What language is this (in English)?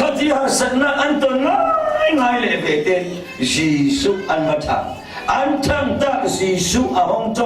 Falam Chin